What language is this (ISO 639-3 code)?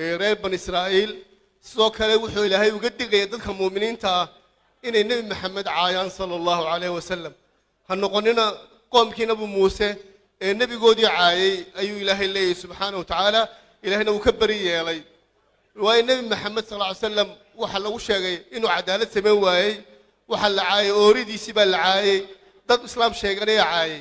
som